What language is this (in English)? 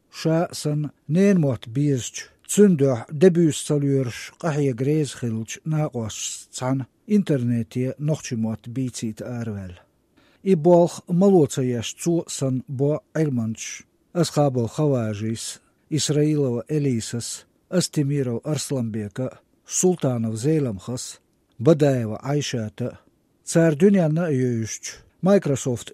Chechen